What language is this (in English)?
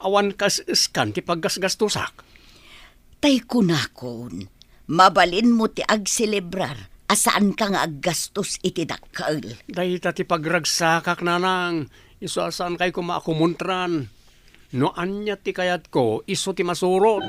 Iloko